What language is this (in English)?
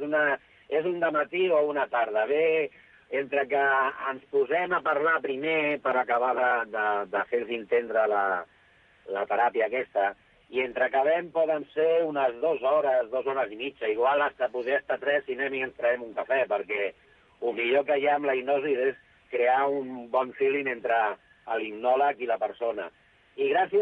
Catalan